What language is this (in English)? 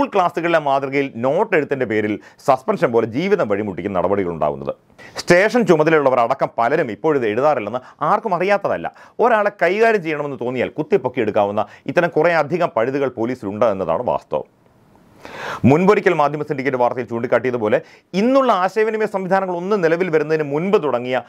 Malayalam